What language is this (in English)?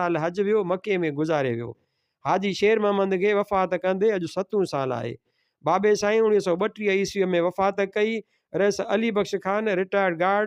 Sindhi